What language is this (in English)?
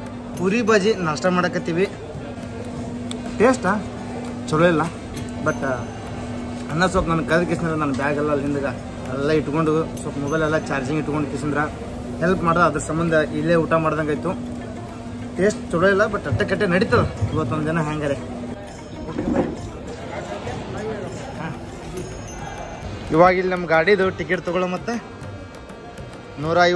Kannada